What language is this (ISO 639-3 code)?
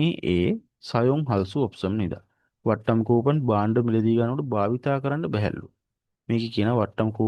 sin